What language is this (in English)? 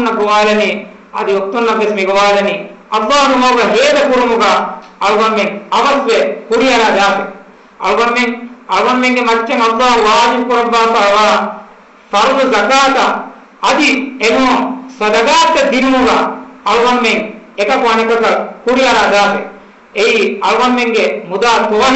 Divehi